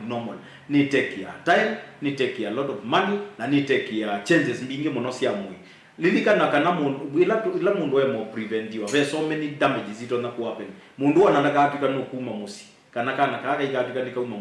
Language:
Kamba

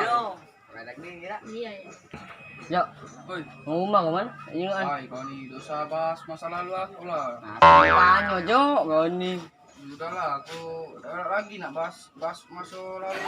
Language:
Musi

